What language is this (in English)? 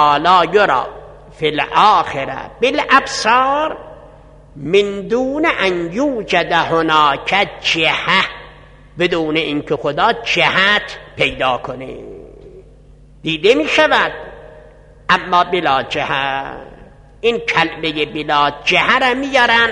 Persian